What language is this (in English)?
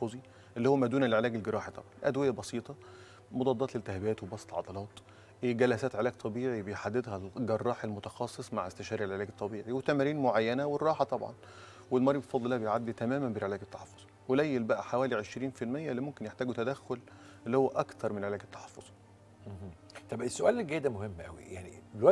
Egyptian Arabic